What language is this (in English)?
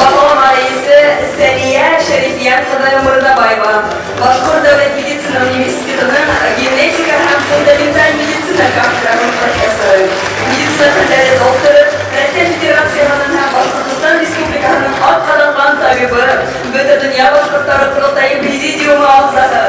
Bashkir